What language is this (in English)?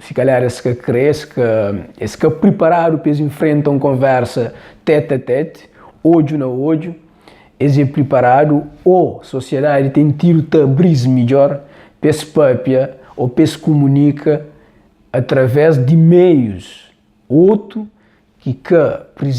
Kabuverdianu